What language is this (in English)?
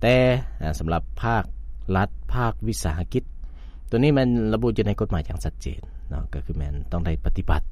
Lao